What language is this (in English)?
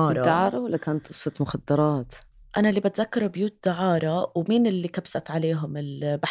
North Levantine Arabic